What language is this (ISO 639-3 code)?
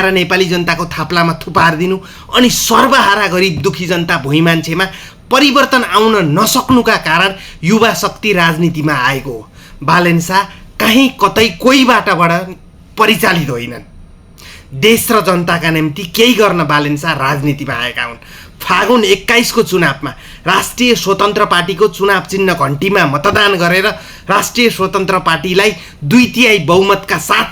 nep